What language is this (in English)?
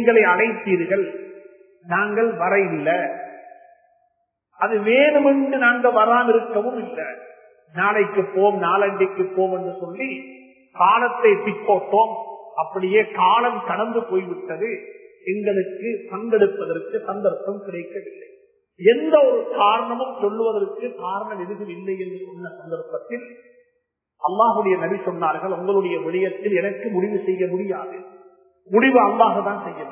Tamil